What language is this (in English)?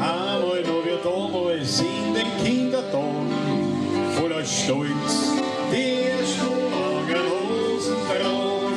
Bavarian